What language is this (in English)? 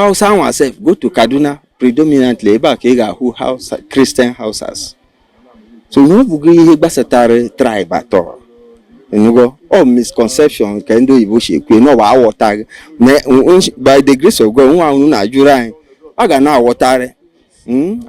Igbo